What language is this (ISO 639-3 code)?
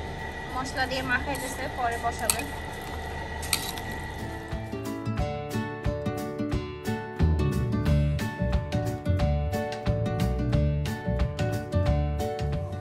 ben